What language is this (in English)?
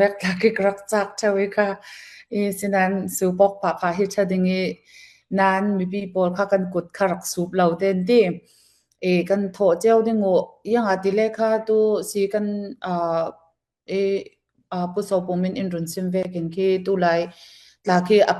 Falam Chin